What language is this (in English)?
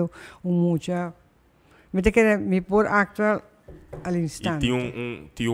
Papiamento